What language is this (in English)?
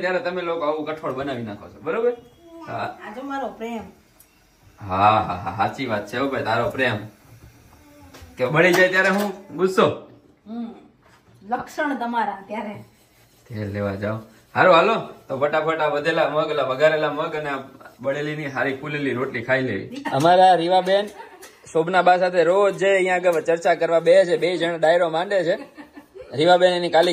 Gujarati